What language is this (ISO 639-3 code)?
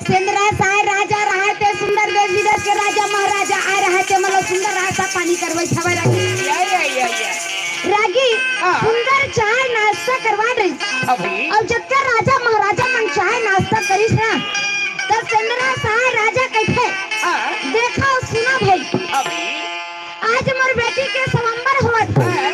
hne